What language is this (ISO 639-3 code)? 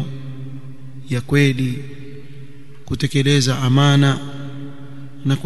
swa